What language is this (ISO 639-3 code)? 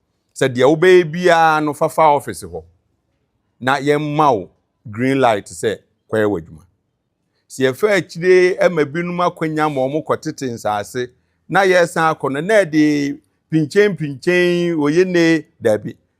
aka